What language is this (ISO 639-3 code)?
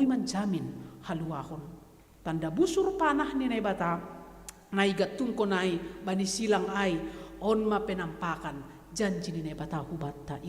bts